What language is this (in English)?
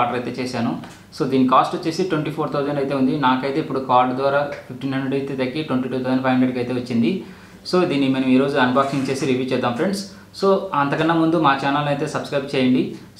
Telugu